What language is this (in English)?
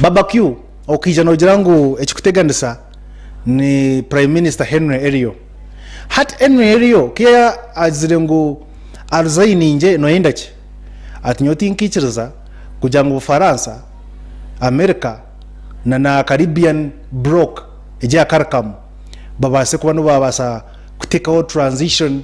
Nyankole